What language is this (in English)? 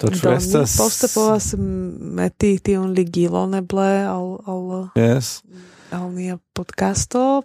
Esperanto